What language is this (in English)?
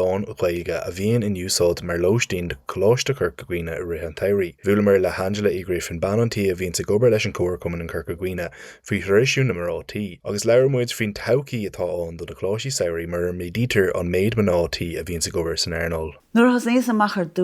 Irish